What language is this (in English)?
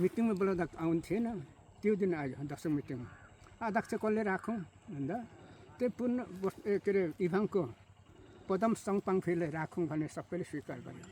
Nepali